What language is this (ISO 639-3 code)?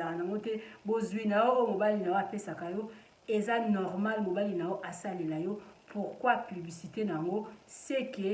lin